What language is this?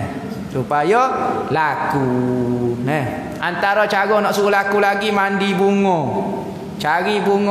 Malay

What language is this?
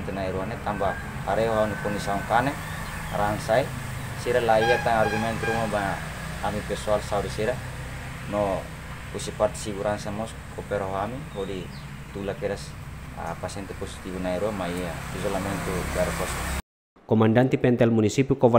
Tetum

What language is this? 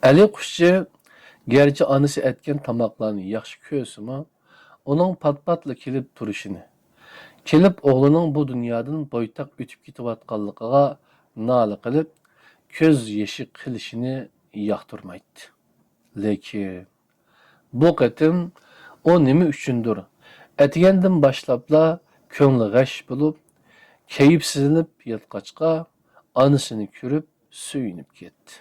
Uyghur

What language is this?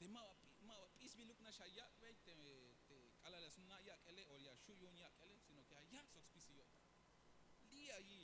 Tzeltal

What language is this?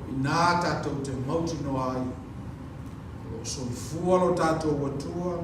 Samoan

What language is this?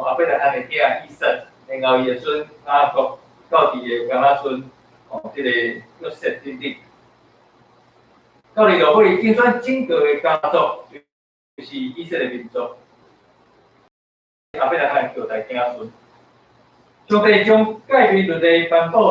Min Nan Chinese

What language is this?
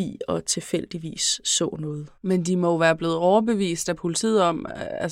Danish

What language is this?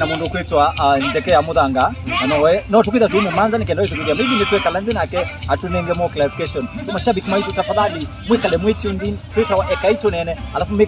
Kamba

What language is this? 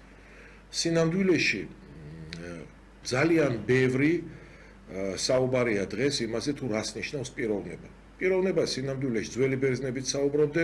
Georgian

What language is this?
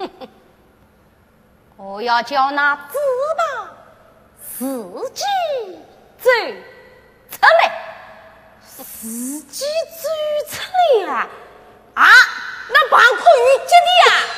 Chinese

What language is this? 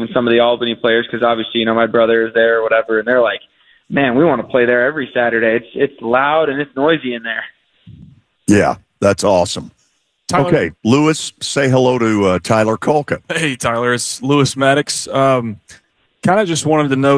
English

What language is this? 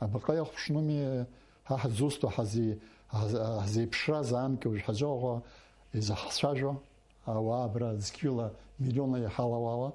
Abkhazian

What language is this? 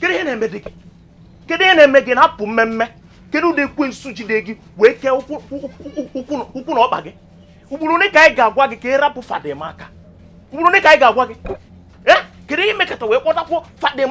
Igbo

